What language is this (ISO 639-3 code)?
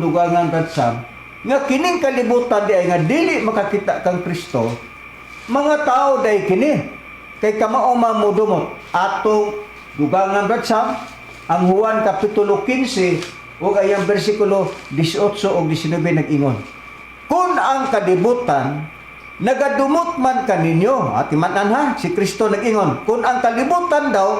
ceb